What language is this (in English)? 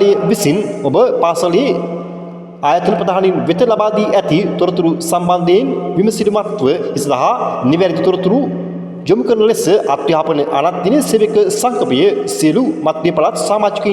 Sinhala